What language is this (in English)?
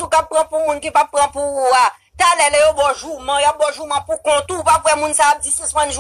Haitian Creole